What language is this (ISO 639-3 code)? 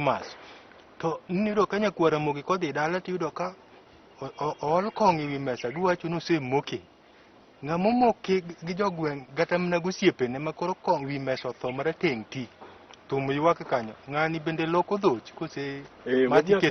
luo